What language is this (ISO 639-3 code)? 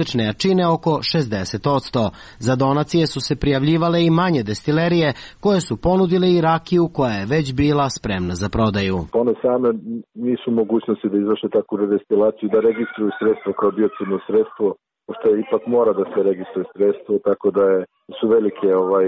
srp